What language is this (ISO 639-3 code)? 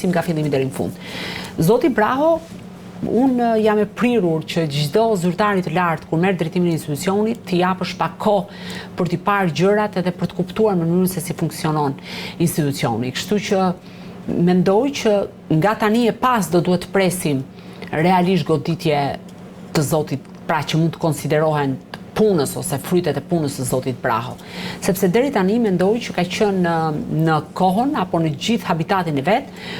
sqi